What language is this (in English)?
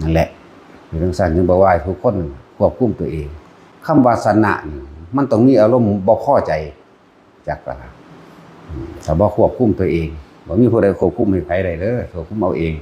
Northeastern Thai